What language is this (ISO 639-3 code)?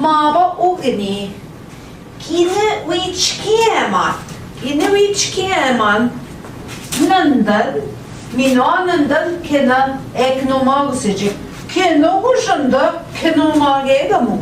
ojc